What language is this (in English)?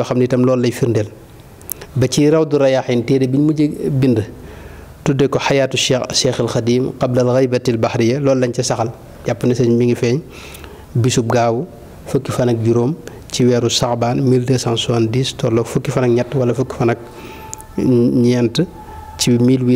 Wolof